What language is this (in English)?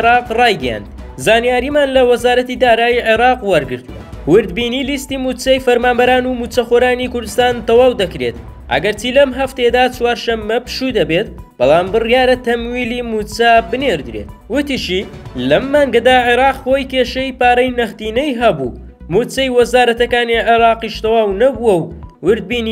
Central Kurdish